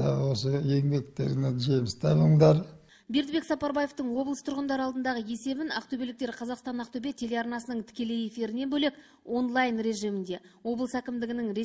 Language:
Kazakh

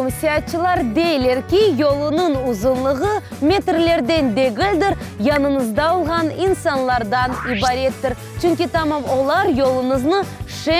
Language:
Crimean Tatar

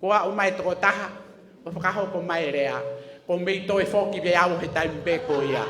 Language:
Tongan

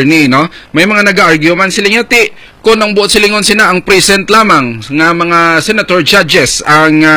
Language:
Hiligaynon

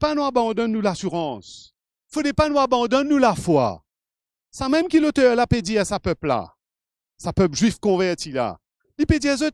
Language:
Morisyen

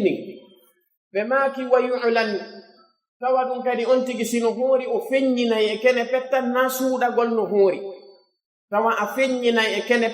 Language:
Pular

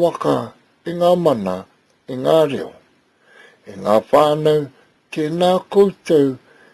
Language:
Māori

